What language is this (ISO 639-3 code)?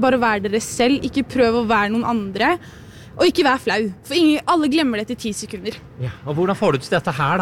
nor